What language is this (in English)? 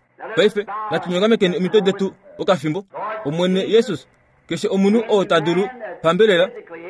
Kuanyama